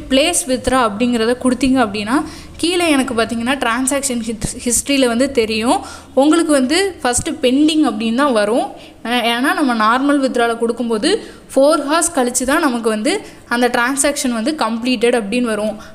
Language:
Tamil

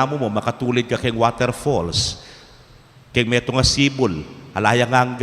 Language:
Pampanga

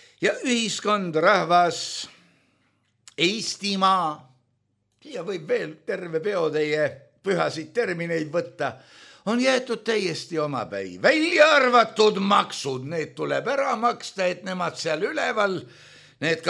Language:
Estonian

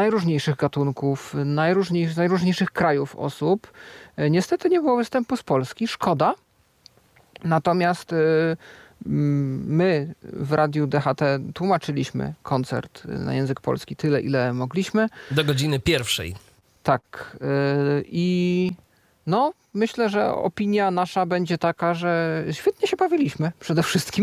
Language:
Polish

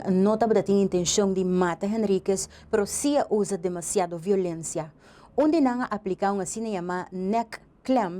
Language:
Papiamento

